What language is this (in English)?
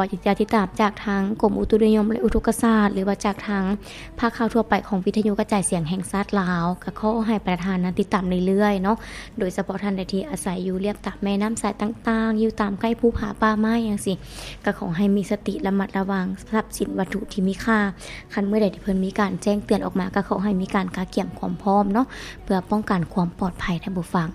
Lao